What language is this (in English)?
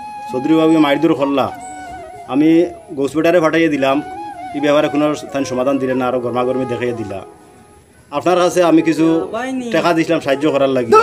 Sylheti